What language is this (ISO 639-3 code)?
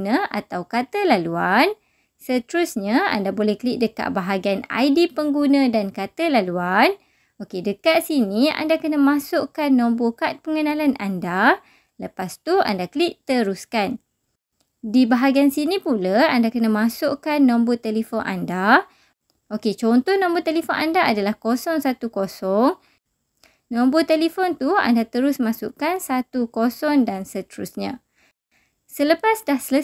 msa